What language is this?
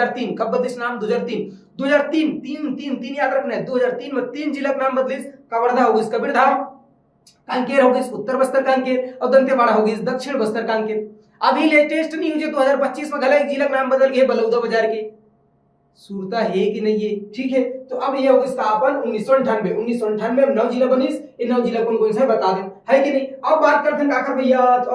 Chhattisgarhi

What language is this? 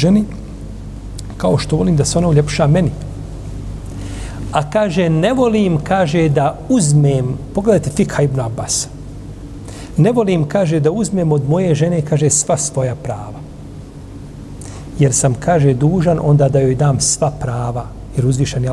Bosnian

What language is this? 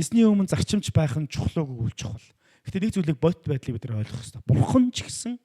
Mongolian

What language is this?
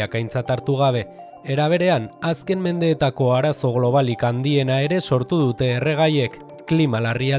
Basque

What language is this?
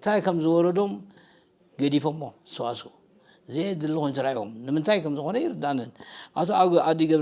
Tigrinya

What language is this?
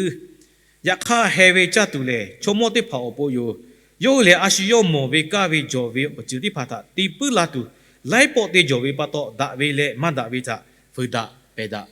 Lahu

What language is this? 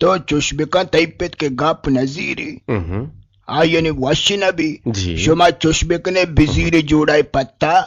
Eastern Balochi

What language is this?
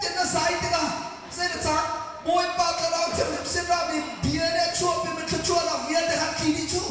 Hakha Chin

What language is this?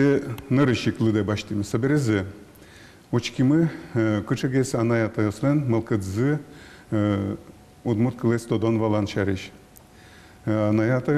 Udmurt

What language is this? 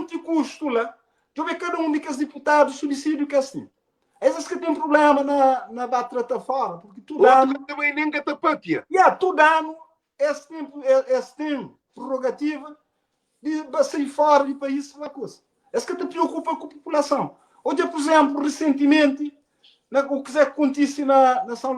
Kabuverdianu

